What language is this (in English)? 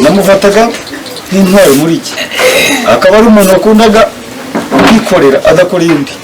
Kinyarwanda